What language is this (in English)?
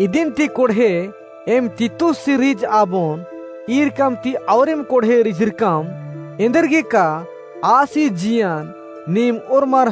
Kurukh